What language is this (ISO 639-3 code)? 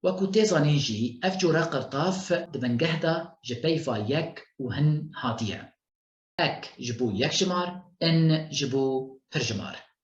kur